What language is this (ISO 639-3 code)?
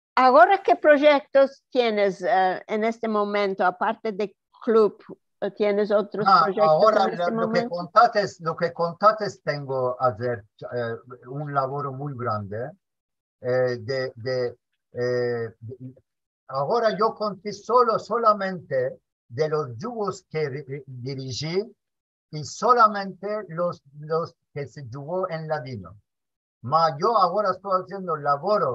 lad